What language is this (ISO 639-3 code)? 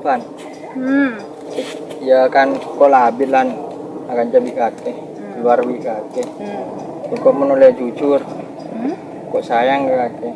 mad